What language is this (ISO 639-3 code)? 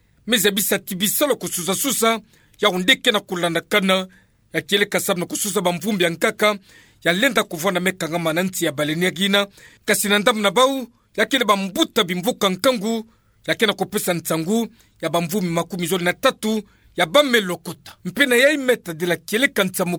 ktu